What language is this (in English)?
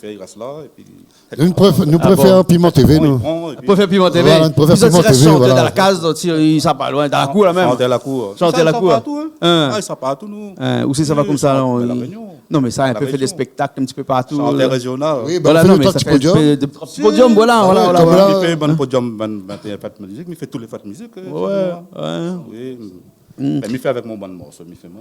Réunion Creole French